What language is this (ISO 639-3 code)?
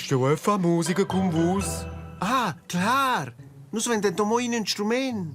roh